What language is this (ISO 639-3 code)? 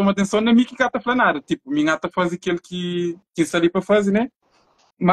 kea